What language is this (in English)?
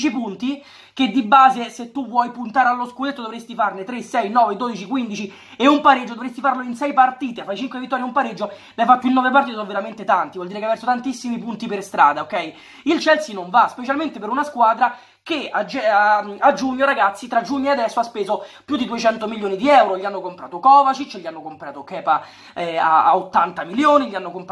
Italian